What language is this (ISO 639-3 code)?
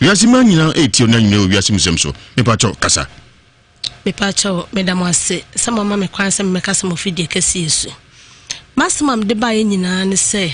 aka